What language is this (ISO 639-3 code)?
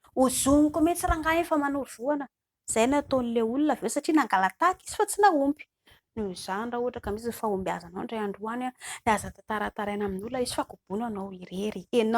mlg